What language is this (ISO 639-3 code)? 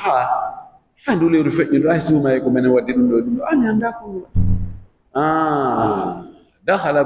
fuf